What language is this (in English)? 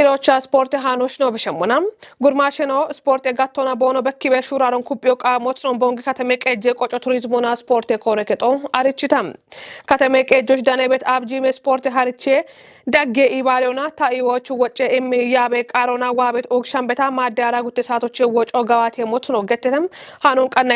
Kafa